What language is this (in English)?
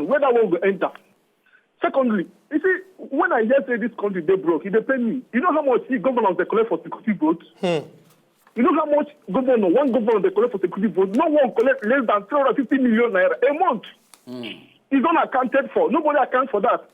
Nigerian Pidgin